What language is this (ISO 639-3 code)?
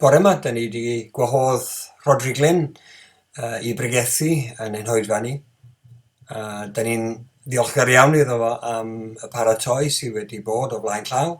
cym